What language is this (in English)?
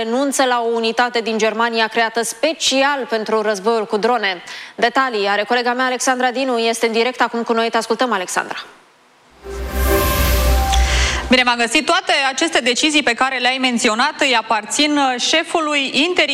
Romanian